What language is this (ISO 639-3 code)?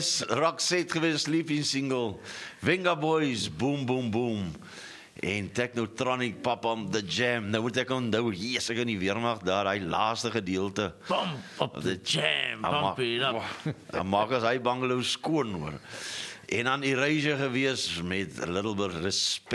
afr